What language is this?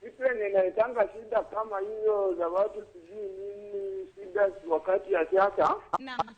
Luo (Kenya and Tanzania)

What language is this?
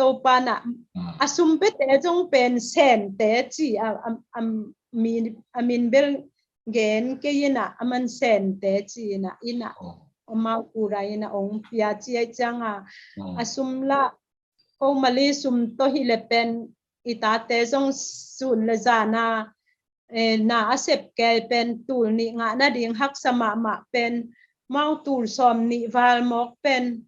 Tedim Chin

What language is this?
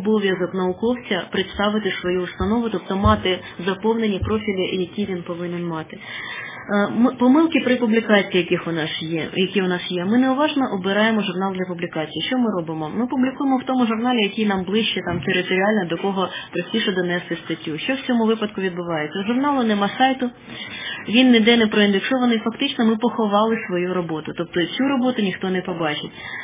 Ukrainian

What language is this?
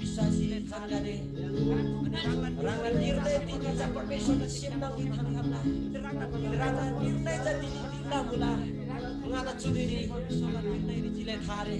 Eastern Tamang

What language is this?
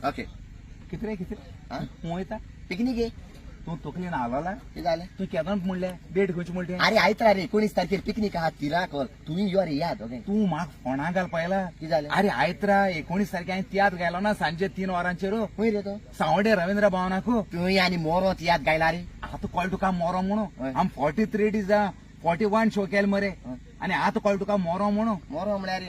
Konkani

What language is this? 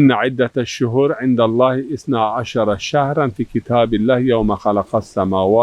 Zaza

